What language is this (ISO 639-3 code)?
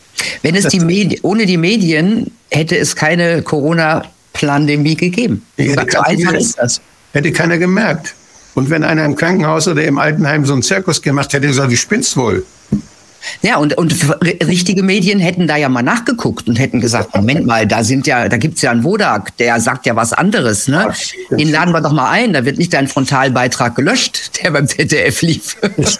deu